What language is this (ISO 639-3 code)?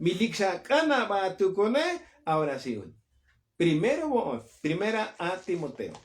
tzo